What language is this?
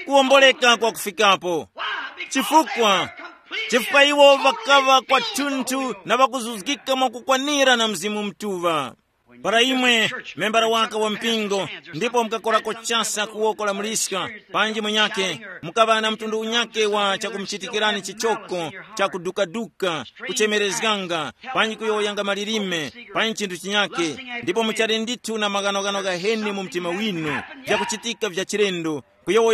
Tumbuka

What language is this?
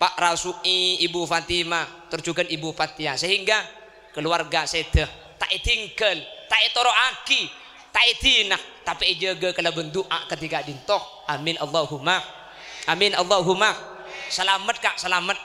Madurese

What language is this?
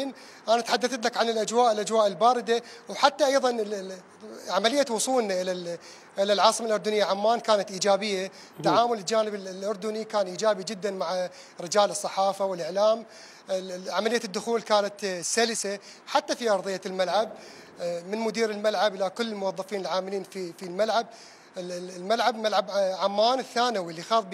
Mesopotamian Arabic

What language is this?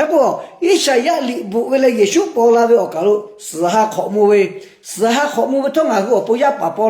Lahu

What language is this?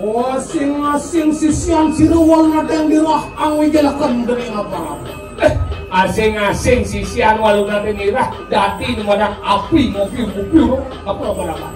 Balinese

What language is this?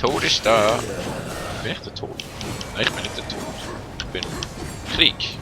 Swiss German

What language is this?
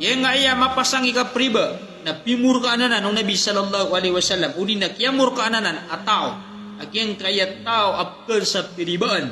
Maranao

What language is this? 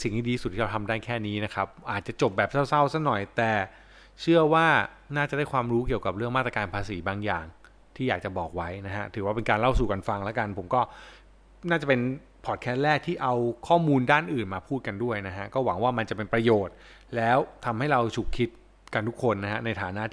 Thai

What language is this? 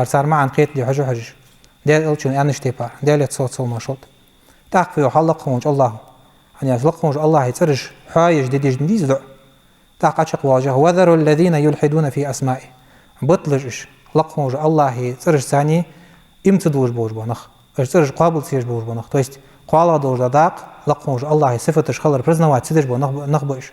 Ingush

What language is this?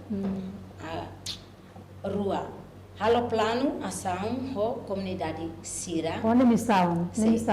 Tetum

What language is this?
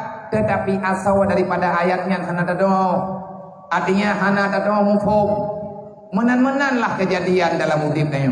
Achinese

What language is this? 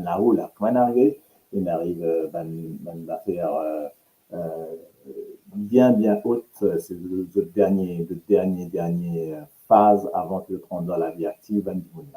Morisyen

